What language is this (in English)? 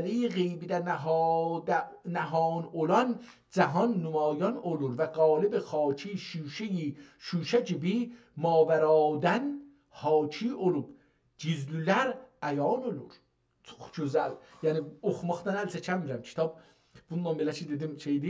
South Azerbaijani